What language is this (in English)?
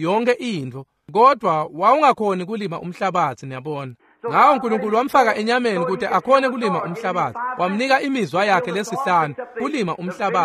Swati